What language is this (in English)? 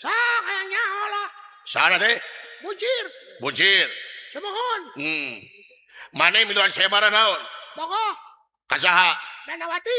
Sundanese